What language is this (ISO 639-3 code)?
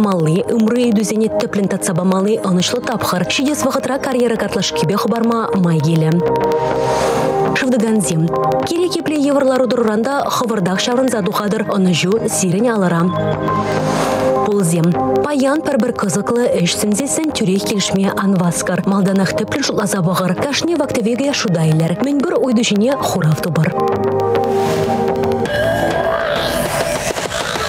chv